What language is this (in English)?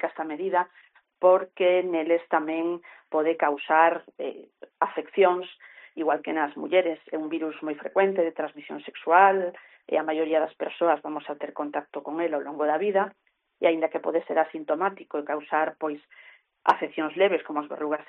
Galician